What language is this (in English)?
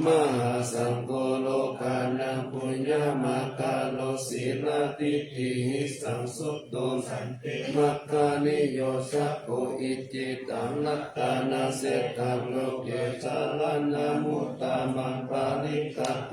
Pali